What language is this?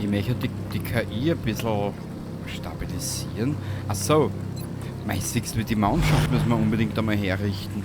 Bavarian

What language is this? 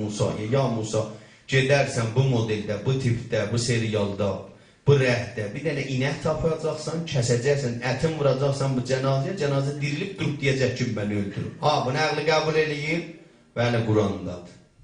South Azerbaijani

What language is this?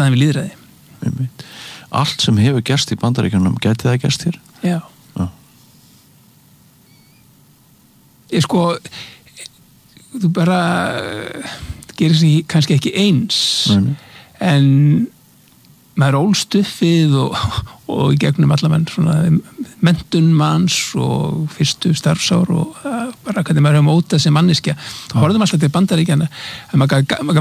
Icelandic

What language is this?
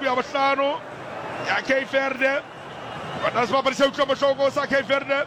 Southern Sotho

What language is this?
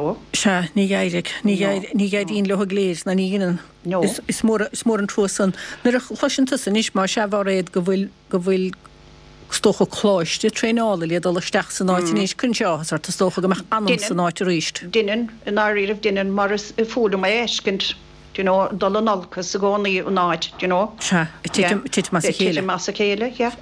Irish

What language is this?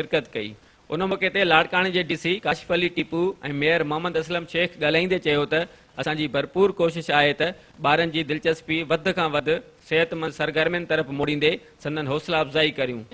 Sindhi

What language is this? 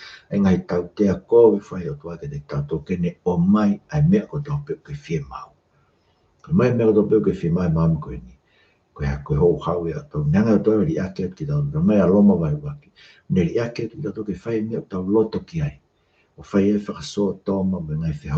Tongan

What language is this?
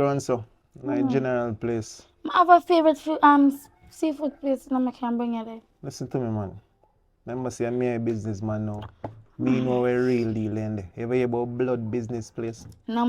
Jamaican Creole English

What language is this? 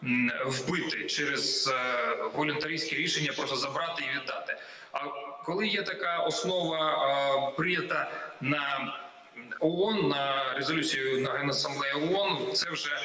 Ukrainian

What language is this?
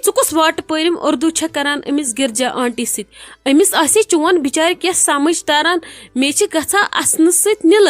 Kashmiri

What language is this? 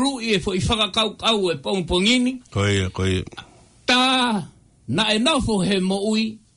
Tongan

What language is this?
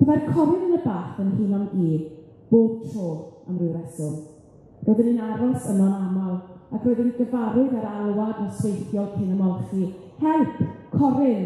Welsh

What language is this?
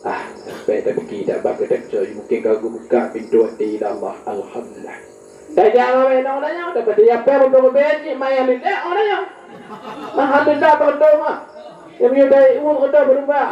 Achinese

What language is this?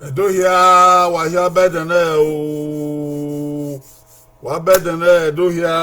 Bini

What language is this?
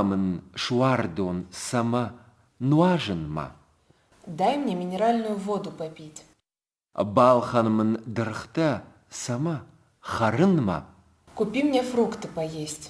Ossetic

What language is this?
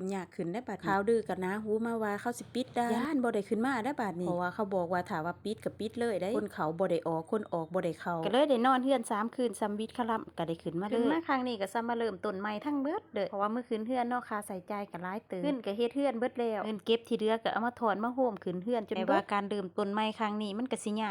Lao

